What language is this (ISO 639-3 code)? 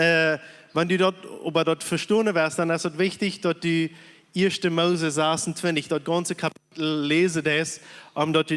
pdt